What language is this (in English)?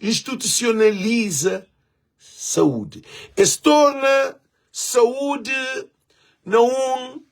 Kabuverdianu